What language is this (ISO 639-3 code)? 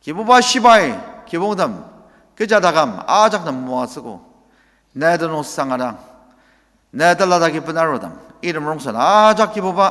njo